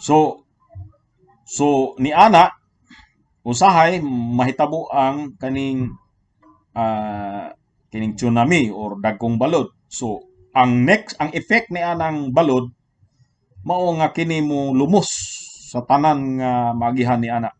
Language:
Cebuano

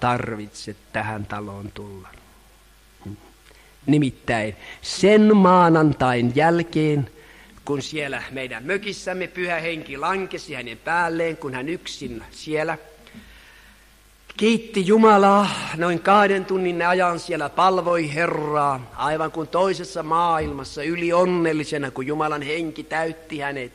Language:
Finnish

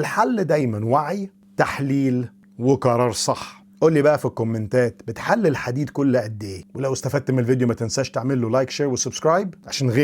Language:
Egyptian Arabic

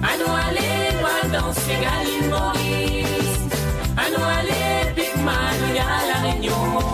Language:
Morisyen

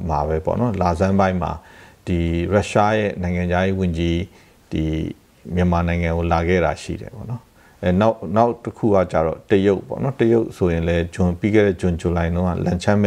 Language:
Burmese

